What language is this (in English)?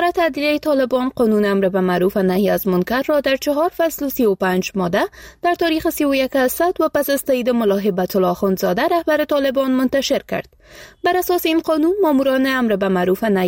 Persian